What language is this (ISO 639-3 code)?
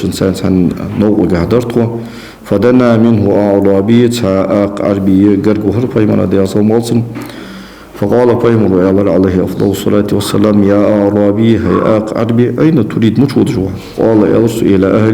inh